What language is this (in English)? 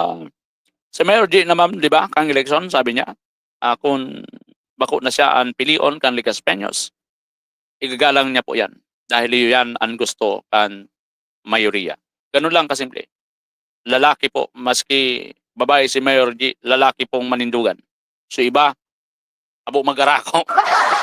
Bikol